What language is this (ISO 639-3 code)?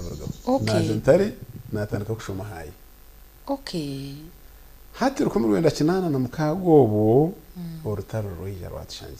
nyn